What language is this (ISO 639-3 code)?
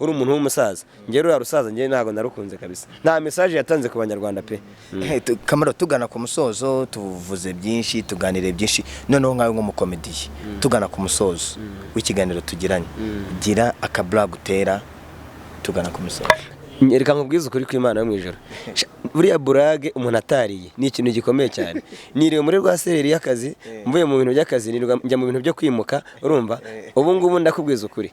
kin